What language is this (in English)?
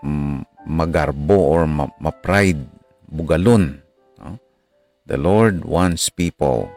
Hiligaynon